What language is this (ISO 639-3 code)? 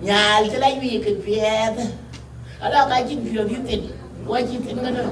din